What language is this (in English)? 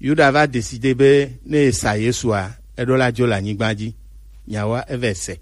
Gen